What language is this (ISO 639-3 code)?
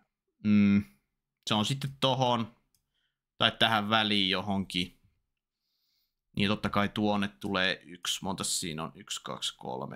fin